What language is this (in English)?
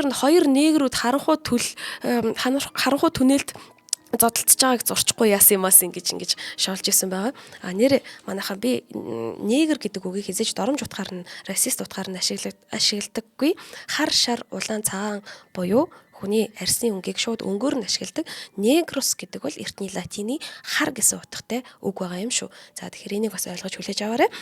Mongolian